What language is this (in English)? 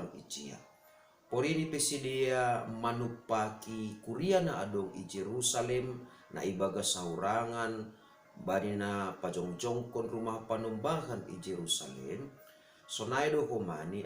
Batak Simalungun